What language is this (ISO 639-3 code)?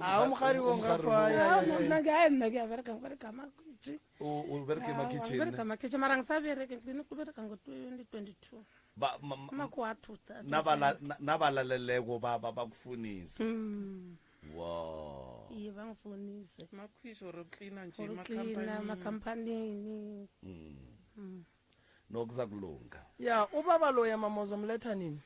nso